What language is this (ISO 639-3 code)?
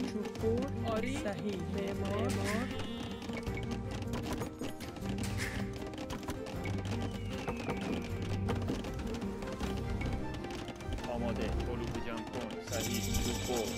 fas